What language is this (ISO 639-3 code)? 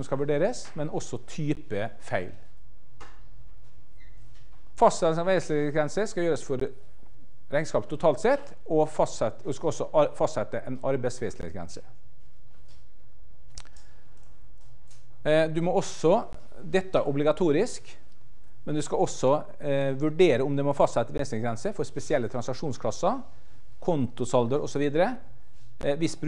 nor